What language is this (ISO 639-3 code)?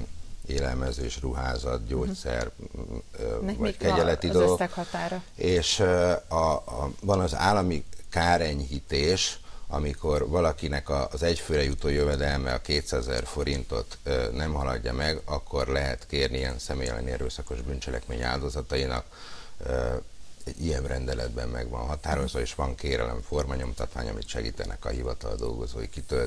hun